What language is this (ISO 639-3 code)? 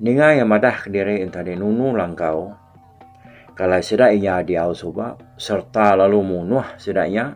iba